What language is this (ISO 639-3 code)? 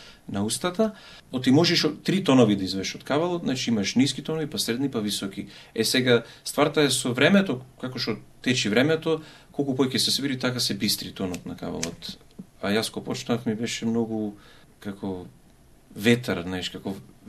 mkd